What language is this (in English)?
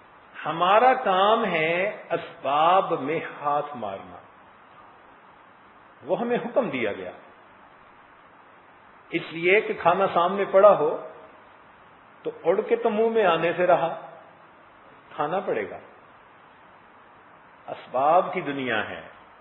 Urdu